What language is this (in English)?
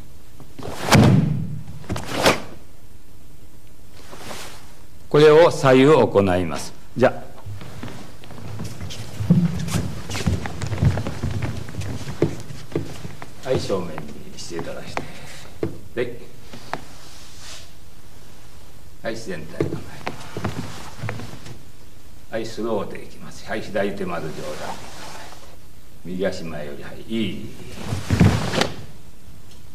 Japanese